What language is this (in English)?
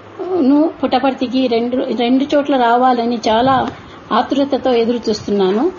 Telugu